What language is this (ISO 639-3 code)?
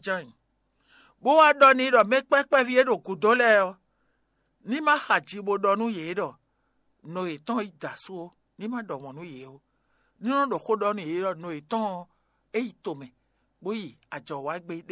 fon